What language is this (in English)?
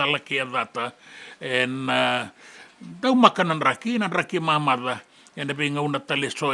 Fijian